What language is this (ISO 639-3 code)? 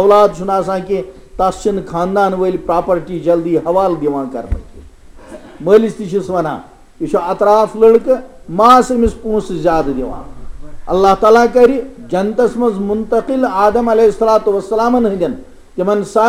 kas